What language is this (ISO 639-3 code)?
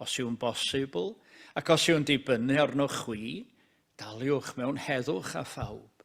cym